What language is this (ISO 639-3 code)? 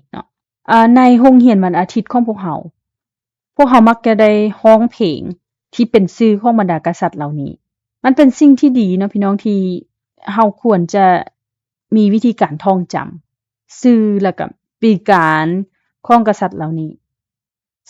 lao